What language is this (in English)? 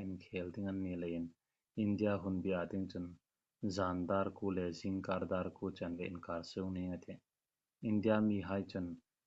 Hmar